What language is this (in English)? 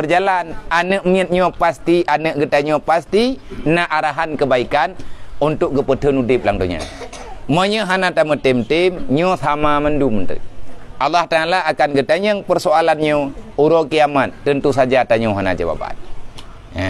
Achinese